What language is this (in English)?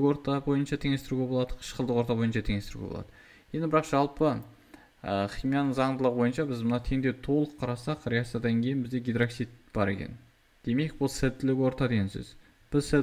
Kazakh